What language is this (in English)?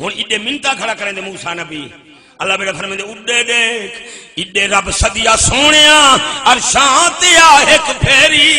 Saraiki